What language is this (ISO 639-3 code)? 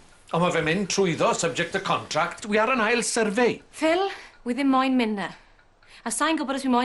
cym